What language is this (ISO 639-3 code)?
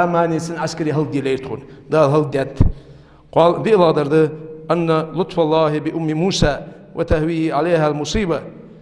inh